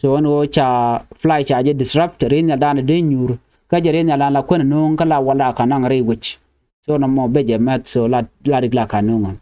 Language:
Nuer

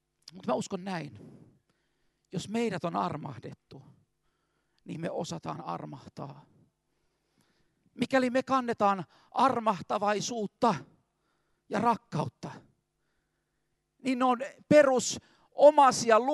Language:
Finnish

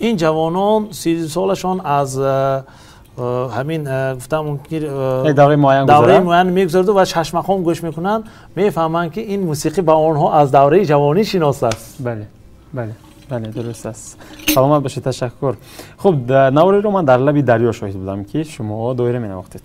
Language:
Tajik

